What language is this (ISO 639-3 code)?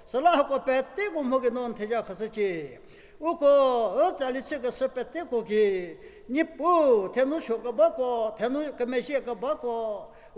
njm